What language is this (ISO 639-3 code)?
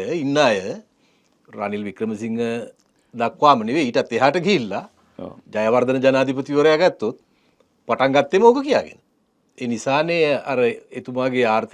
sin